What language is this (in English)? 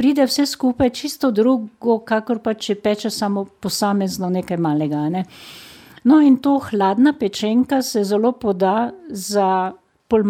Slovenian